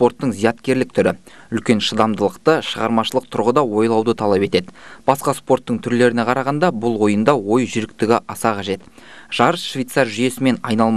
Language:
Kazakh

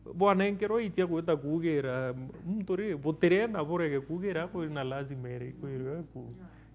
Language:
Meru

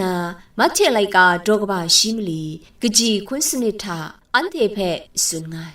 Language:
Kachin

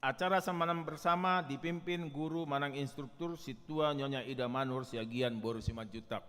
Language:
Batak Toba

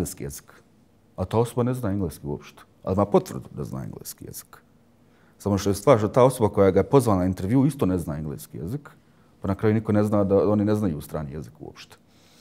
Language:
Bosnian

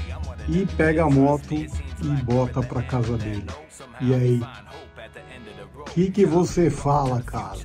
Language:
Portuguese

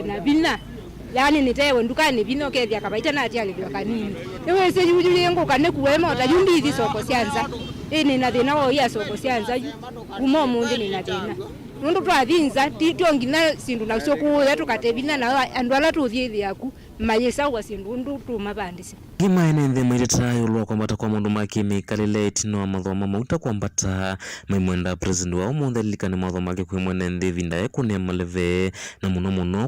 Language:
Kamba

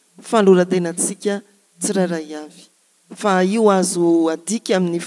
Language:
Malagasy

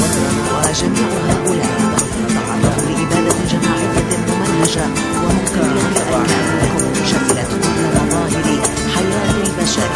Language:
Arabic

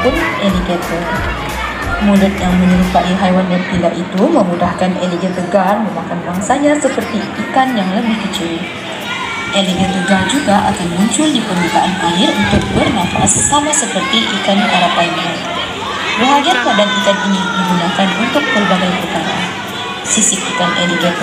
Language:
Malay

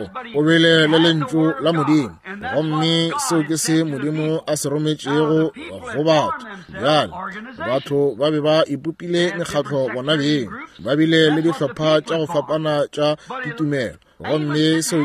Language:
Northern Sotho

